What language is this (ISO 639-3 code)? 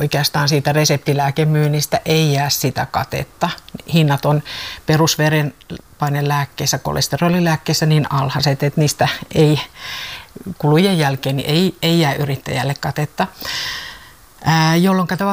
fin